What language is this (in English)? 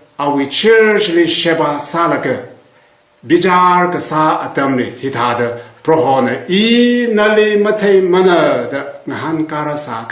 Tangkhul Naga (India)